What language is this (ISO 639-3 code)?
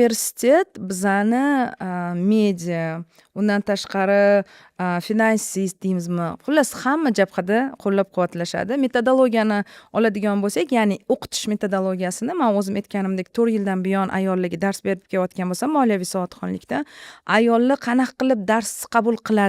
uzb